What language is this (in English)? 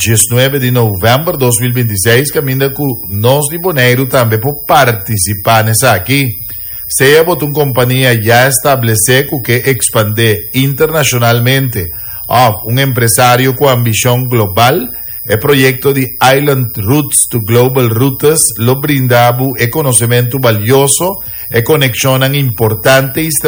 Papiamento